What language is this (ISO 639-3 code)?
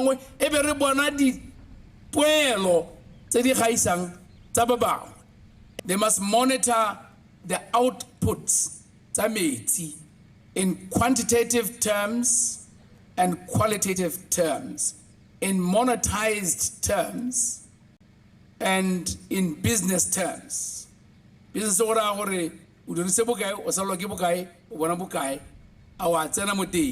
tsn